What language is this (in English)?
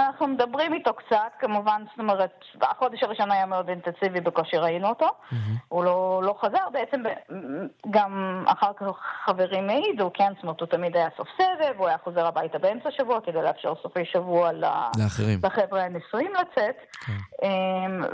Hebrew